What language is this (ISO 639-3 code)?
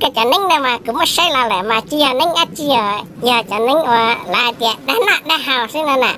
hmn